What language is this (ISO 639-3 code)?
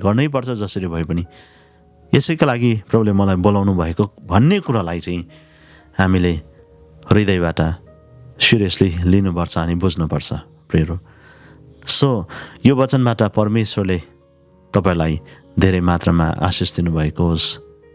nep